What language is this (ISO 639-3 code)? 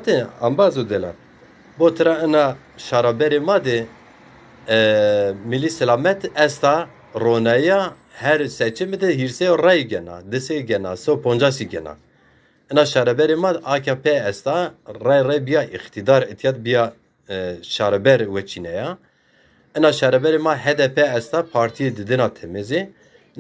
zza